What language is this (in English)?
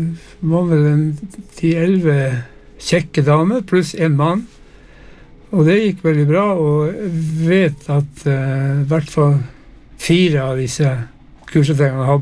Norwegian